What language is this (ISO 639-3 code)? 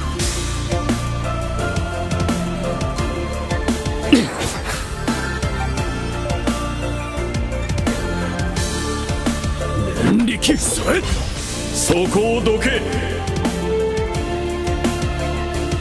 jpn